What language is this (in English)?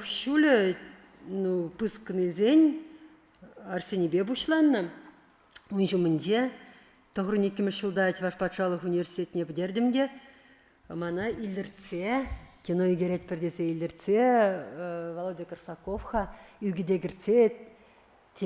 Chuvash